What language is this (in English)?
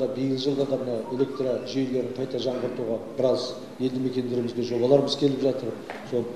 Kazakh